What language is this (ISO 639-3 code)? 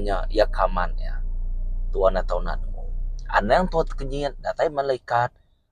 iba